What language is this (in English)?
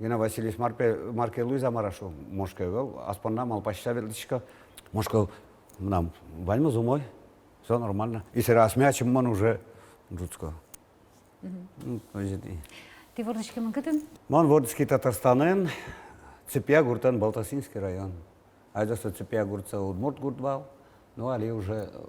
Udmurt